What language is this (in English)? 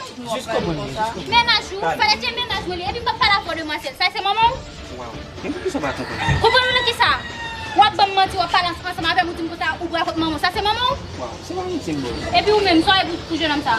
Haitian Creole